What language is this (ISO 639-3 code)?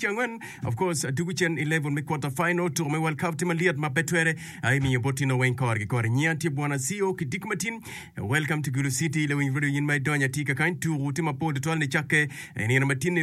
ach